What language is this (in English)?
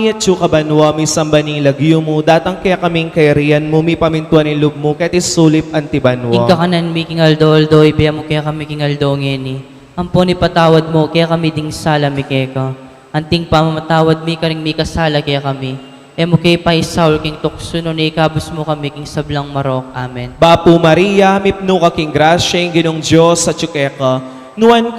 Pampanga